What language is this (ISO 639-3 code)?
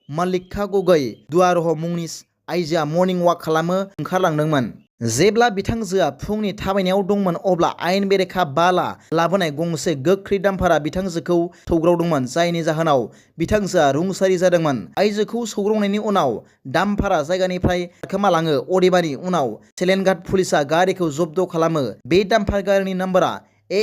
brx